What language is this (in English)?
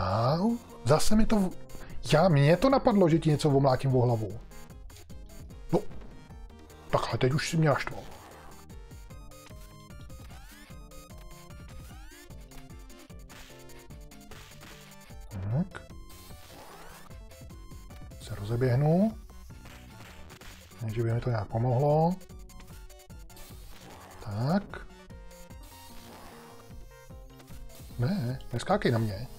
Czech